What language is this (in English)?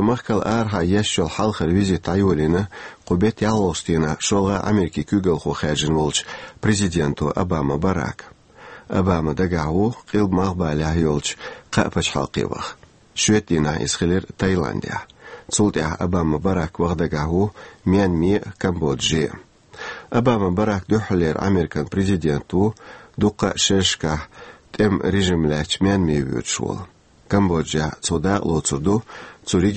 Chechen